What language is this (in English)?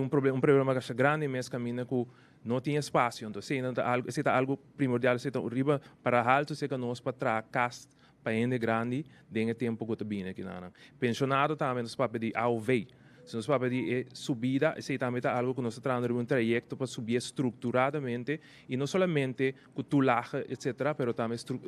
Papiamento